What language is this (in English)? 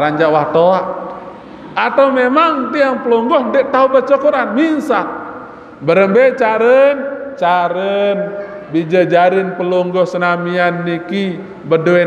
Sasak